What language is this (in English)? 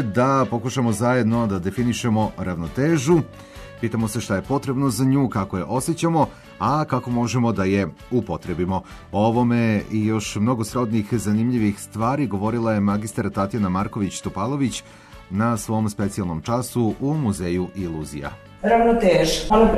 Serbian